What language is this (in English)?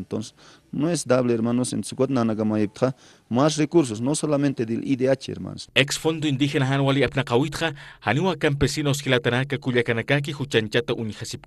Aymara